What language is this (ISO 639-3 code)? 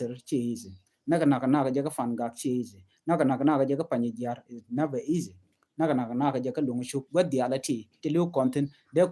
nus